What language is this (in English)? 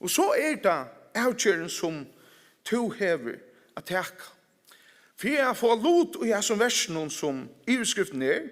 Faroese